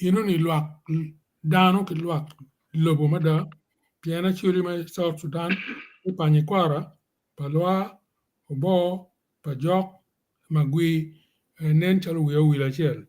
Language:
Acoli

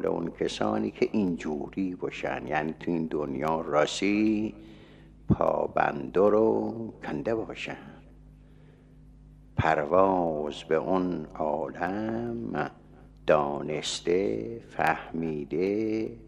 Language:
Persian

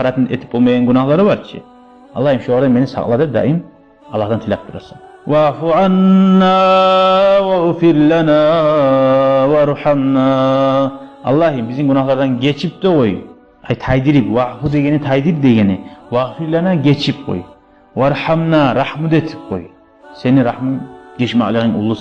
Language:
Kumyk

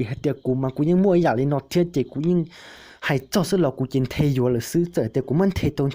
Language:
Hmong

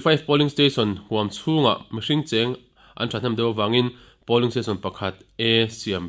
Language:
Mizo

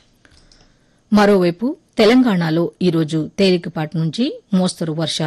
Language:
Telugu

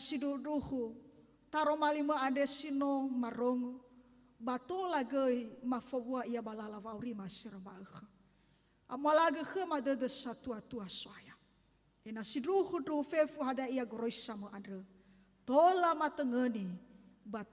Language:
Nias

